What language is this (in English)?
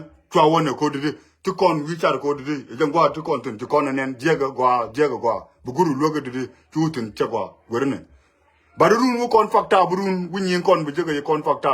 Nuer